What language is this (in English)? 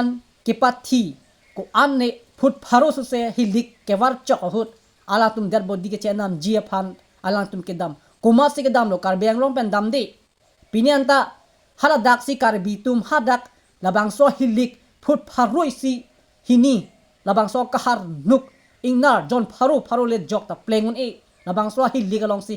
Karbi